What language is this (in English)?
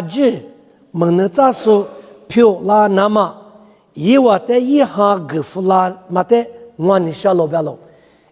Lisu